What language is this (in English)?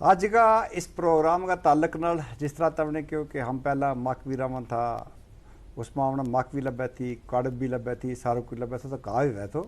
Gujari